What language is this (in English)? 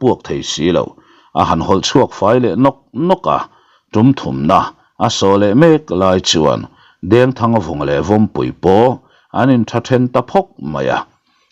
Mizo